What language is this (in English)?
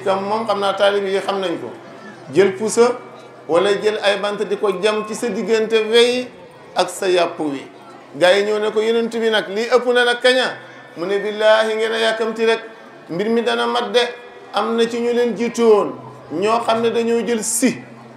Wolof